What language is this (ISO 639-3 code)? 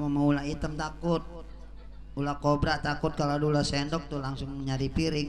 bew